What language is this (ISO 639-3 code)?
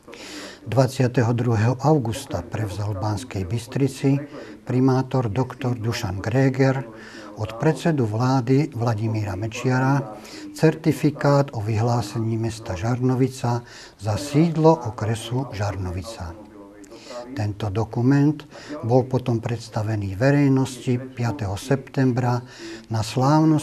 slk